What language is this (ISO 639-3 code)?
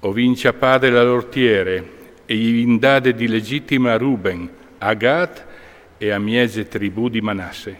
fur